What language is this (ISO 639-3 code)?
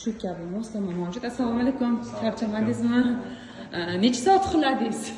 uzb